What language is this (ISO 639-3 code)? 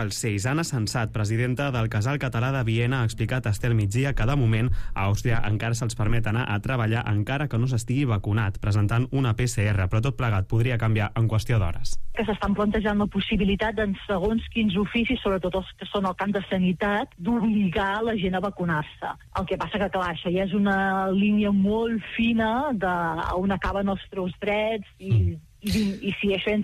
cat